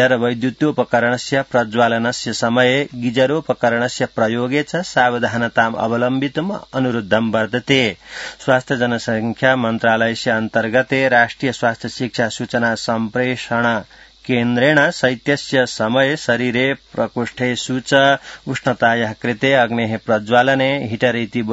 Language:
Sanskrit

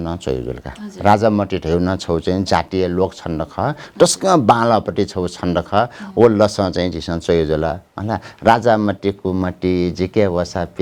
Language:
Newari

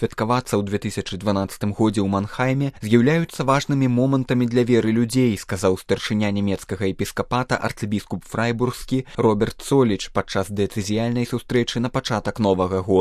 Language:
Belarusian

